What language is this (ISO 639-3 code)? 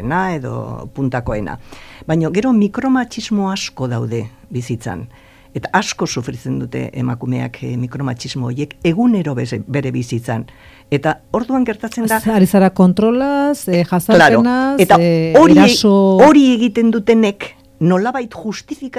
eus